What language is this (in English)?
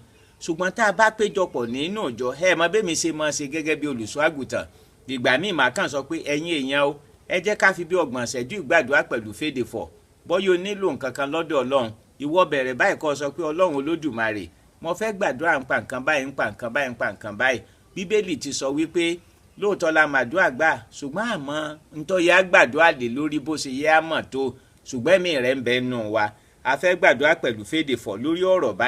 Yoruba